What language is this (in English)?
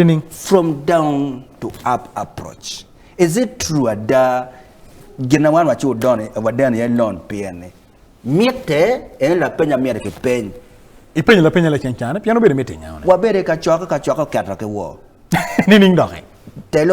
Acoli